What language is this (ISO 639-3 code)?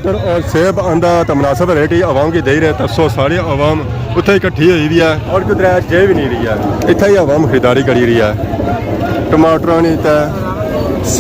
phr